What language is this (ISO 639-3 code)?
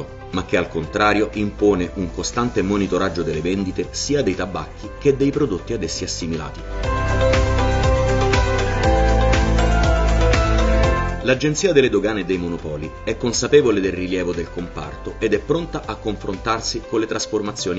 ita